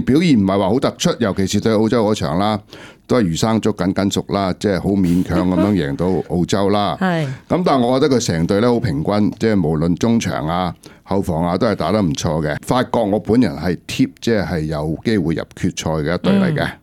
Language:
Cantonese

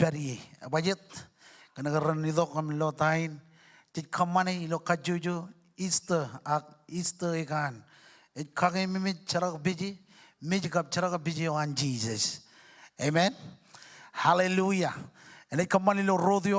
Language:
Marshallese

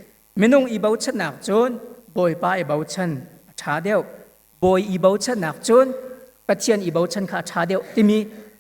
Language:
Hakha Chin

